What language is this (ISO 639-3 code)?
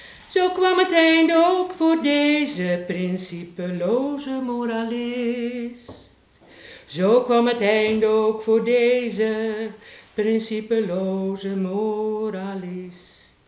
nld